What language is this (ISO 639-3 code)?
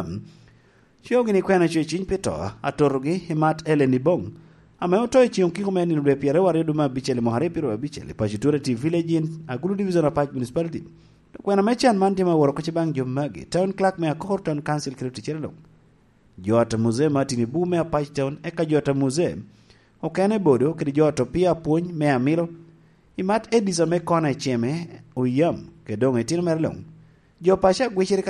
laj